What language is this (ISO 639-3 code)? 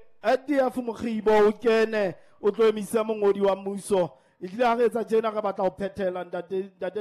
sot